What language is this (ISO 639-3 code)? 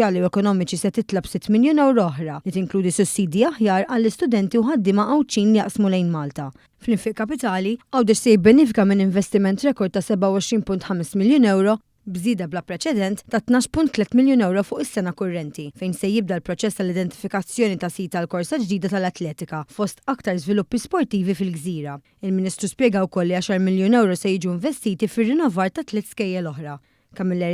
mlt